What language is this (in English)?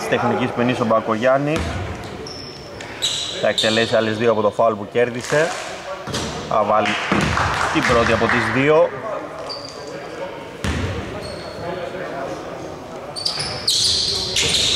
Greek